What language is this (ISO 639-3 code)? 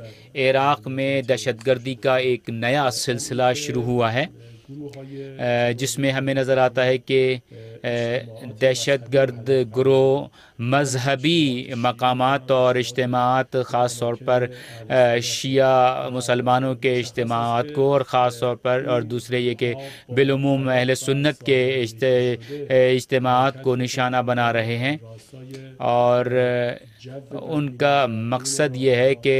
urd